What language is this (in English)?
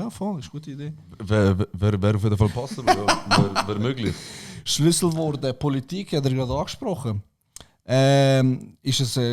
Swiss German